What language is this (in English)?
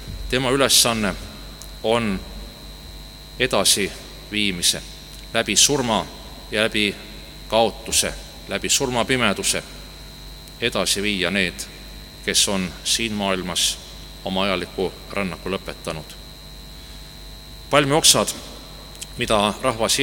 Estonian